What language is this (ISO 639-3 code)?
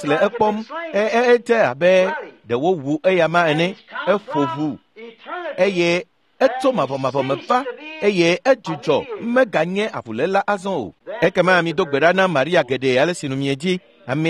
ewe